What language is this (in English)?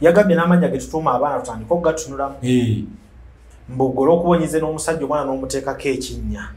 Ganda